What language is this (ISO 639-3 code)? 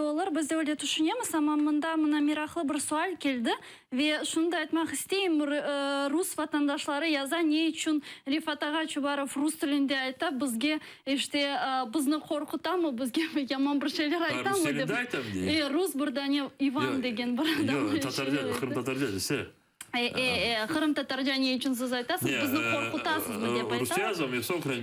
crh